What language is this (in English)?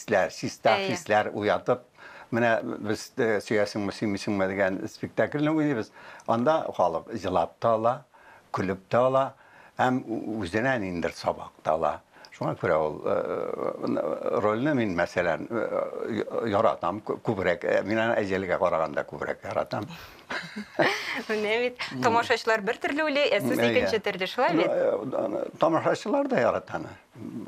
Tatar